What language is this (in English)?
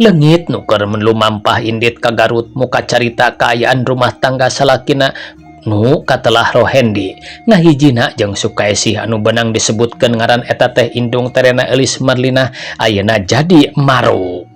Sundanese